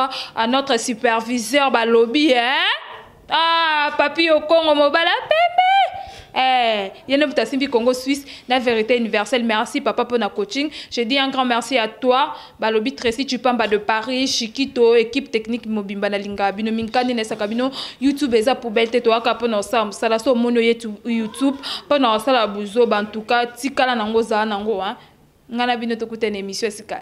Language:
Lingala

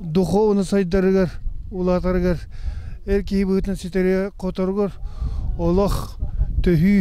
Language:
Yakut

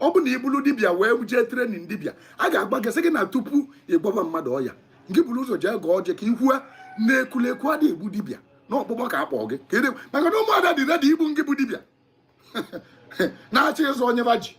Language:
Igbo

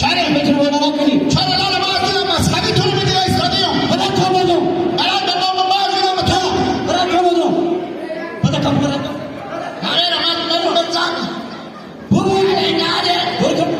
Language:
Hazaragi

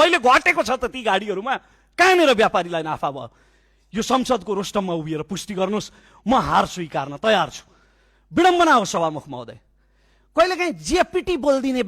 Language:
Nepali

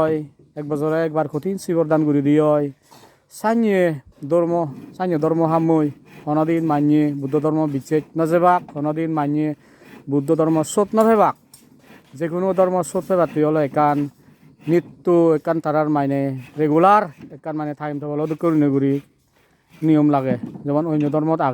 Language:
Chakma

